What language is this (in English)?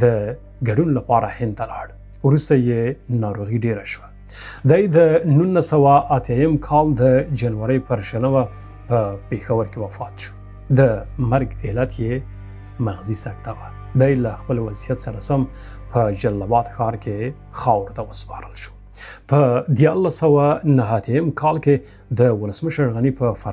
Pashto